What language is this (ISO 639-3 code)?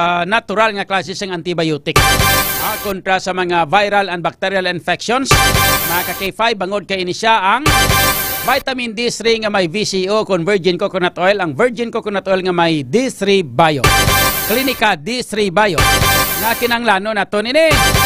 hil